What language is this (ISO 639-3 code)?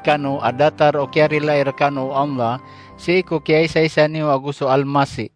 mrw